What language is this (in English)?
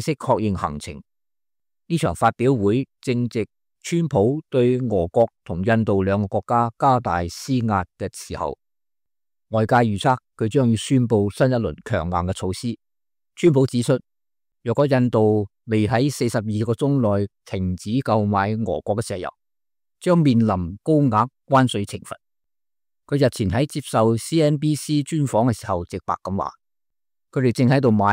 Cantonese